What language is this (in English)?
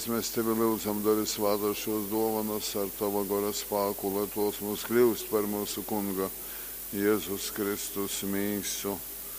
Latgalian